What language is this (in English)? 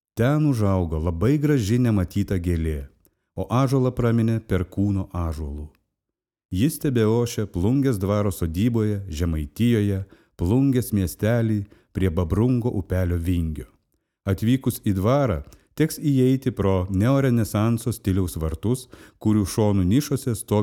Lithuanian